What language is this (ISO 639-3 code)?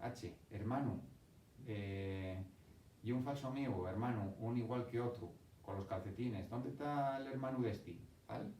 ast